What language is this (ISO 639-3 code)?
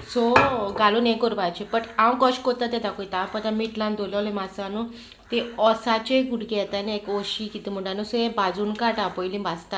kok